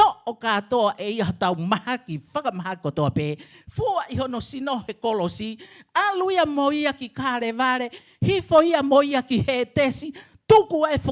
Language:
Tongan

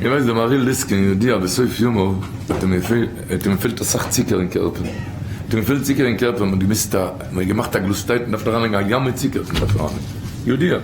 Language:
Yiddish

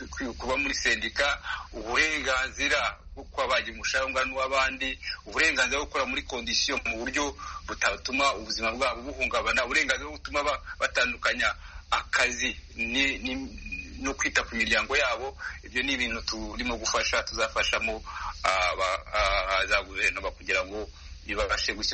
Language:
Kinyarwanda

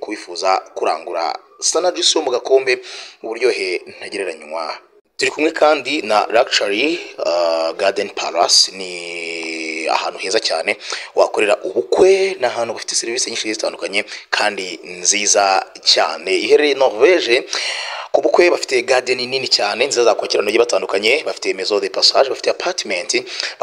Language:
Kinyarwanda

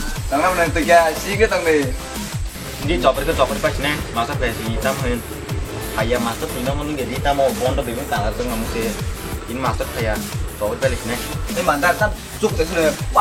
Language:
Kok Borok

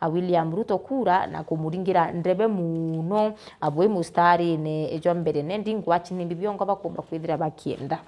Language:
Meru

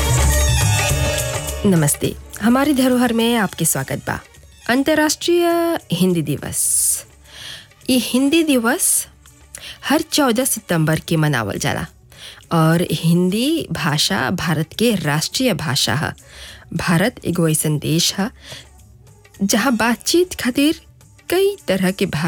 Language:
Bhojpuri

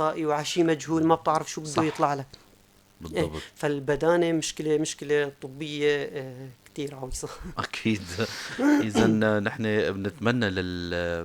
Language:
North Levantine Arabic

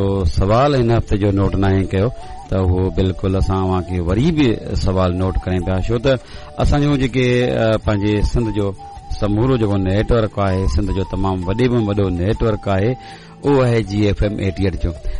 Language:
Sindhi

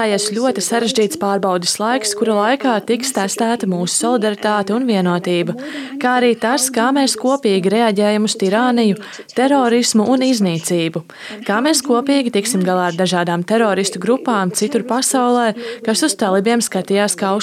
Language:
Latvian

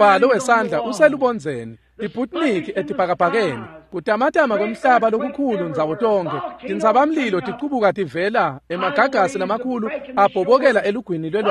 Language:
Swati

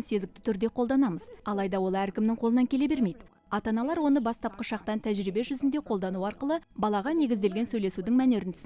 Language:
Kazakh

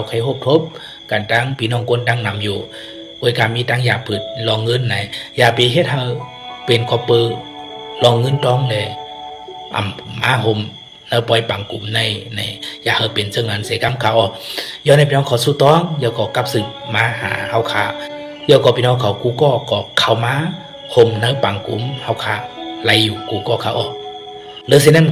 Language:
Shan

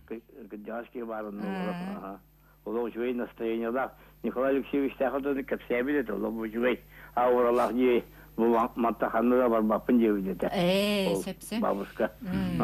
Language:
Yakut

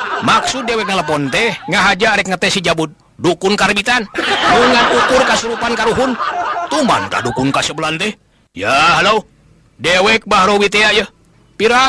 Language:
Sundanese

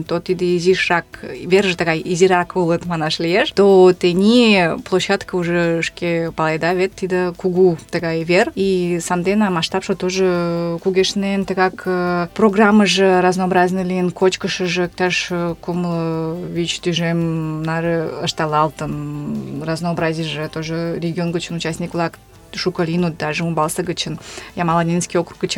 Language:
Mari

